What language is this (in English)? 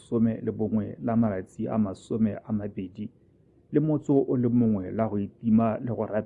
Tswana